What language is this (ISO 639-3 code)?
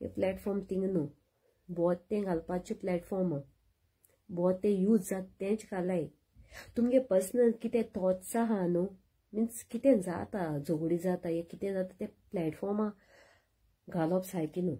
kok